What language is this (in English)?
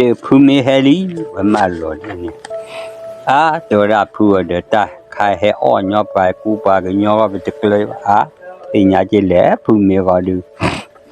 S'gaw Karen